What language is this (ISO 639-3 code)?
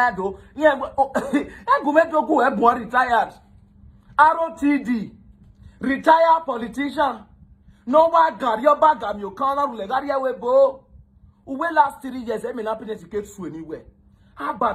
pcm